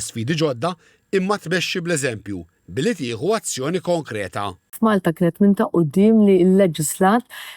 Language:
Maltese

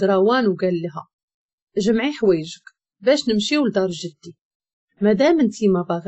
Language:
Moroccan Arabic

